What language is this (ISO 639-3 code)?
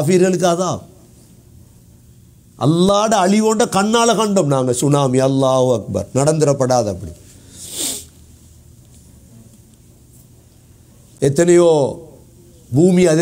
tam